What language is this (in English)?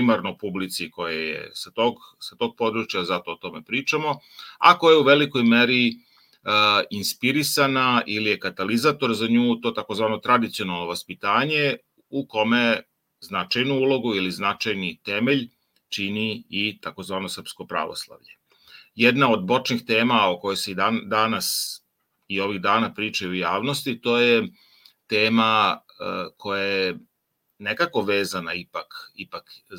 Serbian